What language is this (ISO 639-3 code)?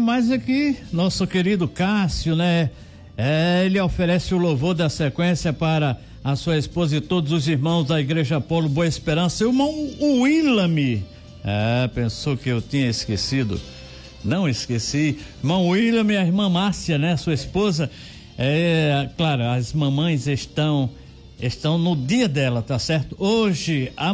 por